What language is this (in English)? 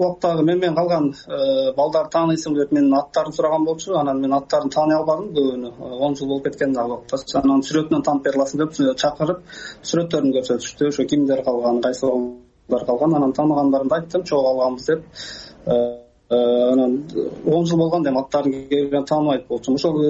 Kyrgyz